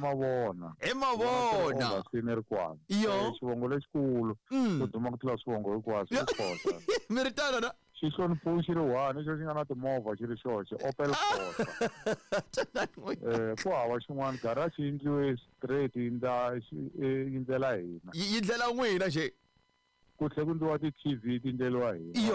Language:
Tsonga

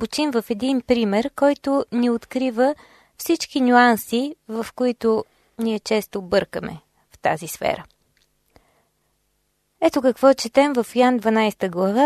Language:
Bulgarian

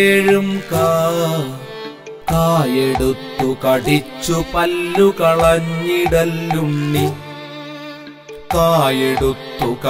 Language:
Malayalam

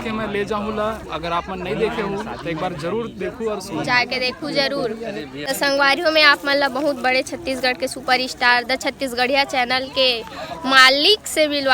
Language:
Chhattisgarhi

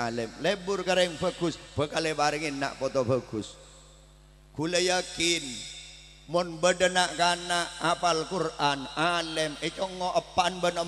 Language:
Madurese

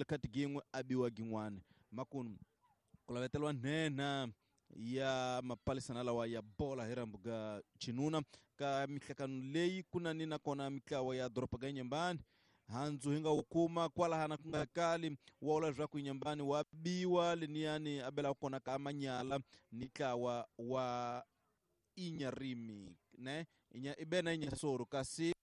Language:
Tsonga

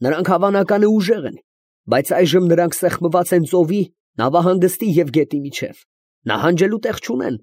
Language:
Armenian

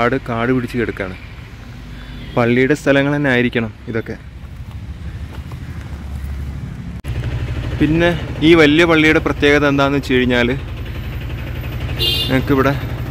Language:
Malayalam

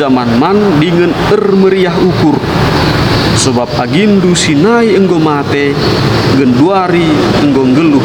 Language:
Batak Karo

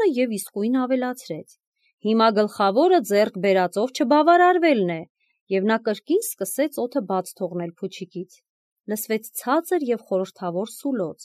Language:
Armenian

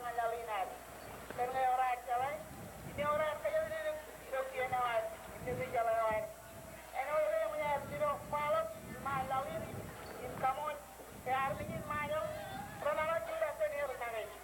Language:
Marshallese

